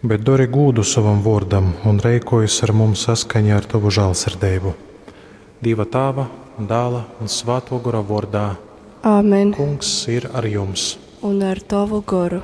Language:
Latgalian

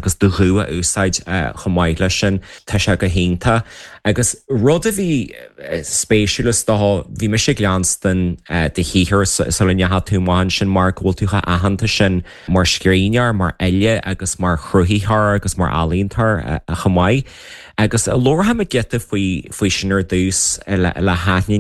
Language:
Irish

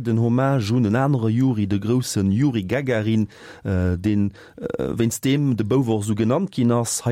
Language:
Luxembourgish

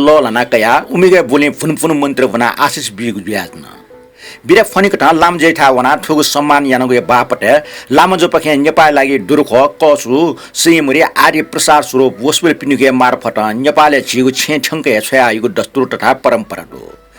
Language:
Newari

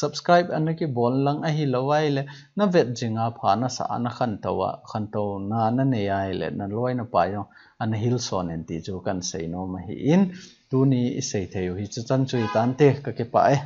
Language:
Thado Chin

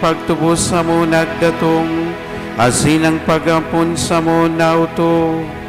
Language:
Bikol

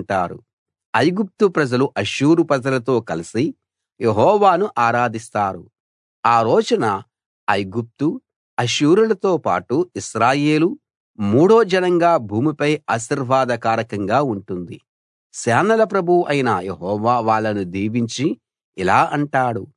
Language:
Telugu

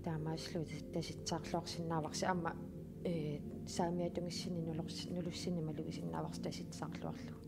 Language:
Kalaallisut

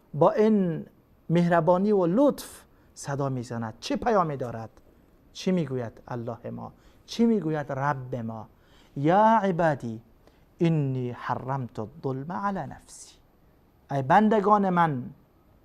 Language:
Persian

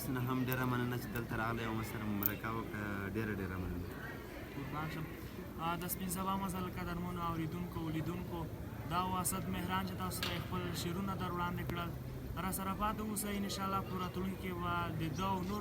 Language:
Pashto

